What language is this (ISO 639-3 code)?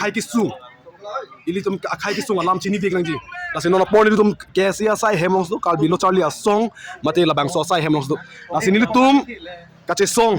mjw